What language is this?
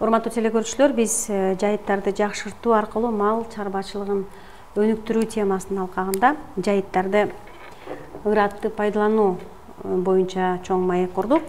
Kyrgyz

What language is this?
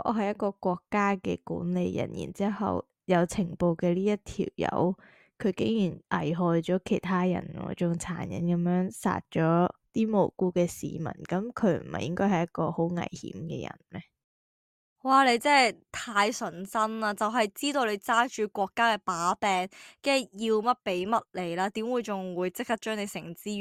Cantonese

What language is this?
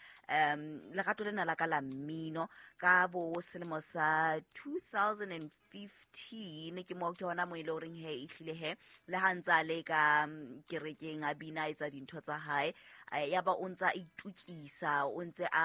Southern Sotho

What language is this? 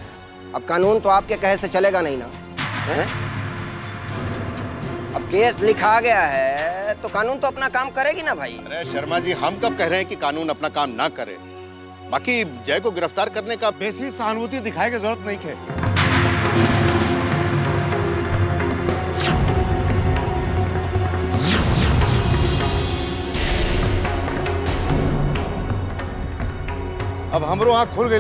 Bhojpuri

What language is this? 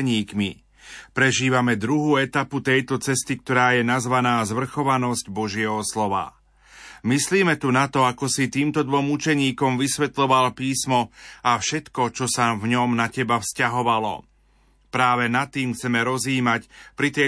Slovak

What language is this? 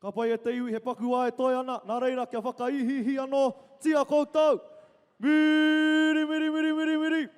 Māori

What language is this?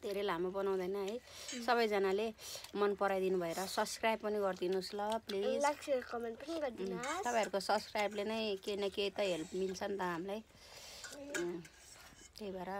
Nepali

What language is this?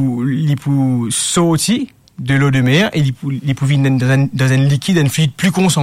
Morisyen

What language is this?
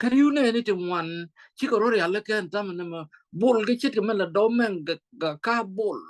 Nuer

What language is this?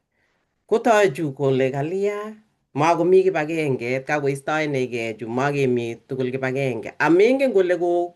Kalenjin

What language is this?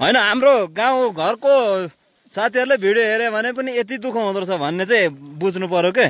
Nepali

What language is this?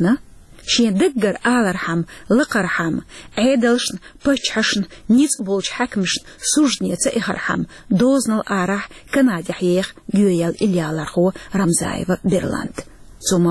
Chechen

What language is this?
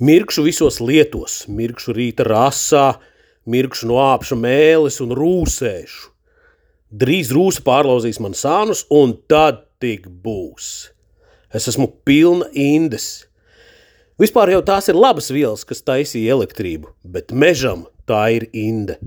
Latvian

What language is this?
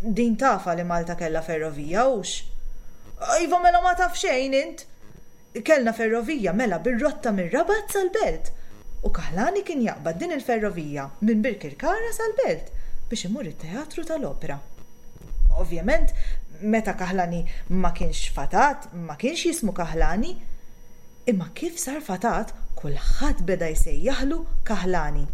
Maltese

